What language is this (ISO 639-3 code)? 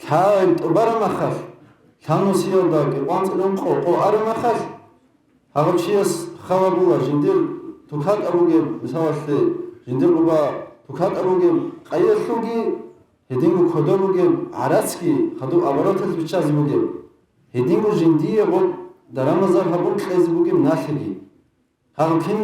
ava